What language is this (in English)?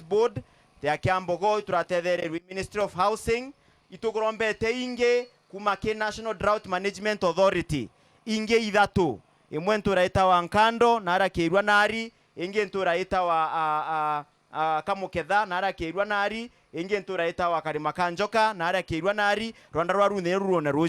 Meru